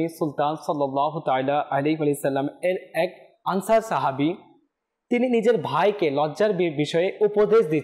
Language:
Bangla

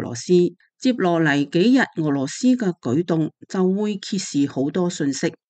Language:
Cantonese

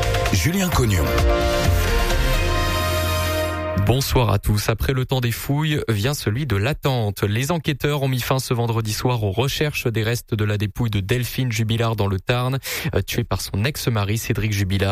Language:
French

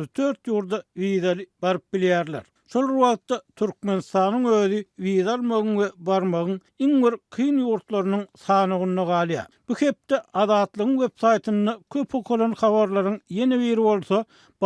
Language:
Turkmen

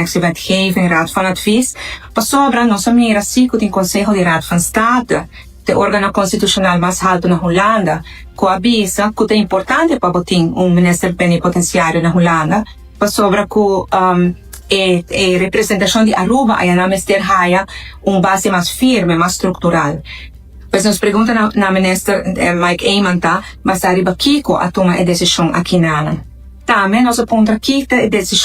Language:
Papiamento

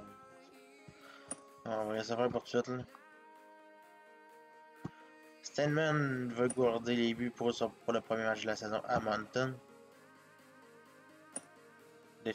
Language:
French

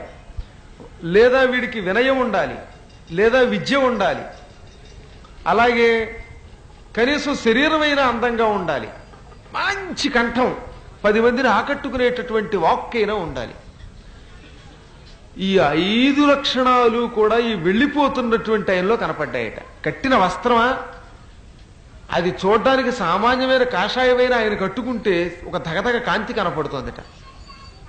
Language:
Telugu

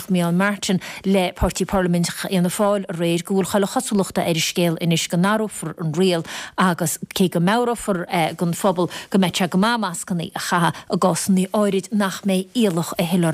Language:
Irish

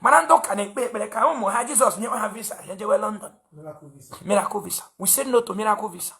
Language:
Igbo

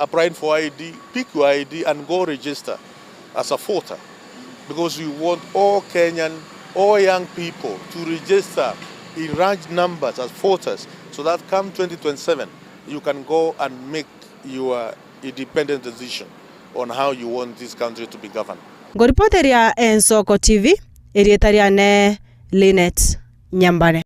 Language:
Gusii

